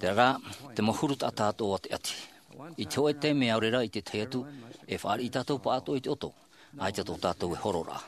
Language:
Tahitian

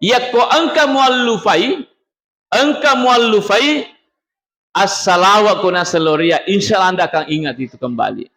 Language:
Buginese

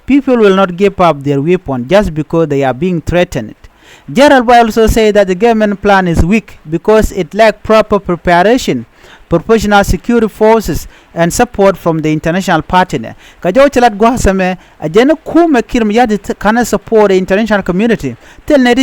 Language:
Nuer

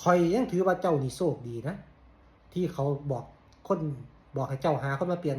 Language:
Lao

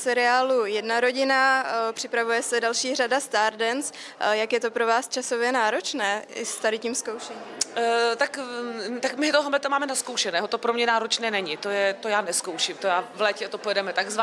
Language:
Czech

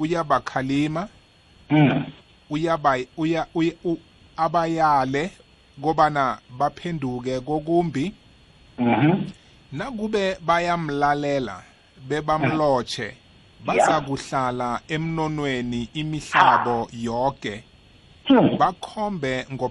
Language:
South Ndebele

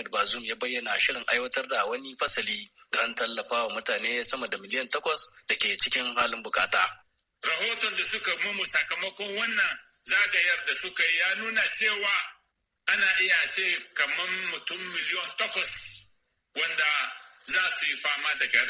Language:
Hausa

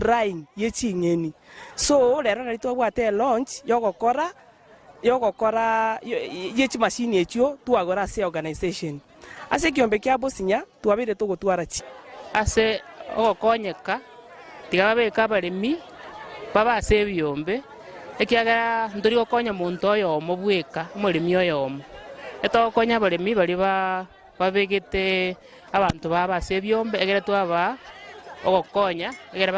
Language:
Gusii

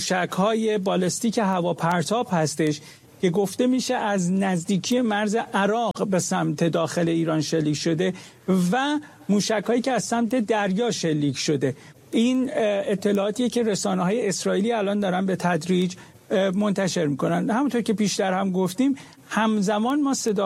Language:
Persian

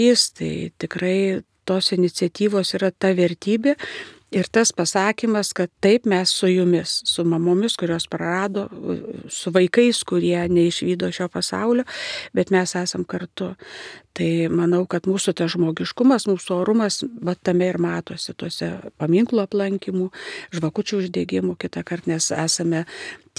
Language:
Lithuanian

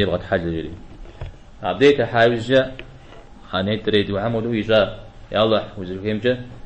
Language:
Kabardian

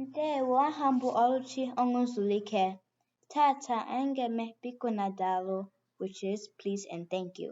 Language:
Igbo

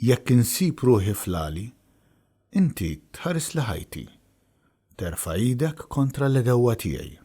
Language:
Maltese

